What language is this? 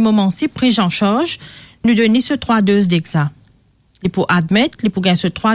Morisyen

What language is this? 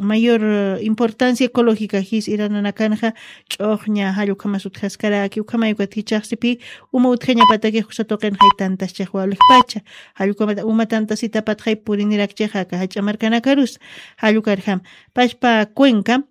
Aymara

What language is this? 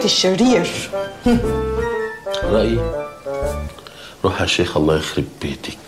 Egyptian Arabic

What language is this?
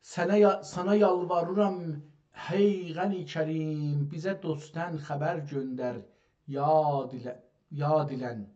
South Azerbaijani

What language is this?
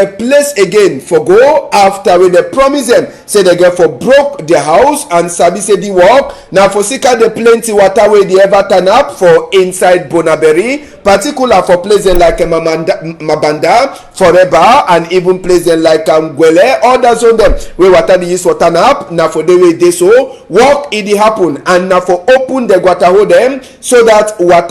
Cameroon Pidgin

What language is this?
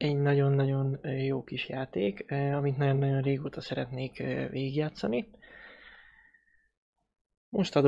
Hungarian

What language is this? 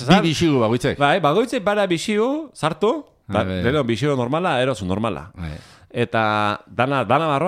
Basque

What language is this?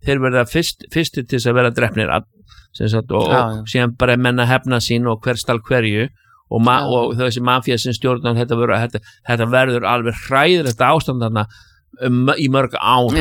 Icelandic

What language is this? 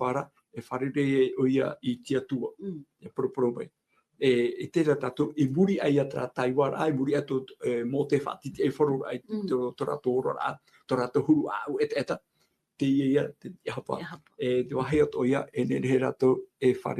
Tahitian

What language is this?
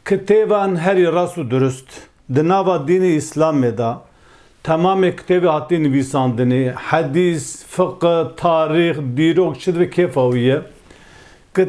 Kurdish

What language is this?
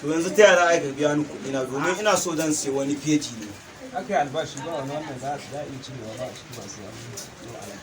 Hausa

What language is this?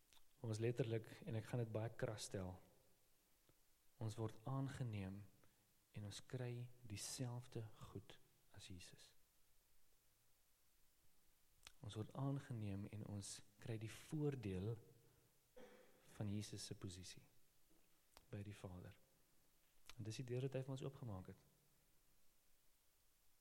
Afrikaans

